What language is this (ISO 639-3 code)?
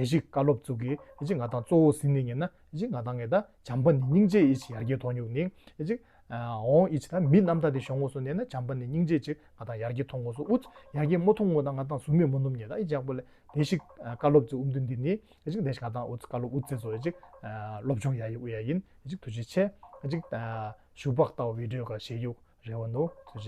bod